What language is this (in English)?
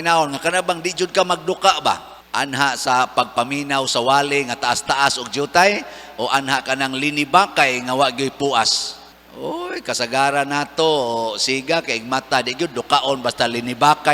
Cebuano